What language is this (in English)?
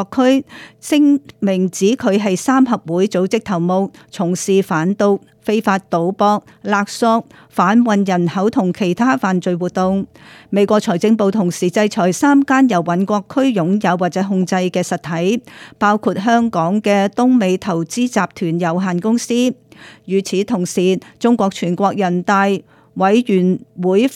Cantonese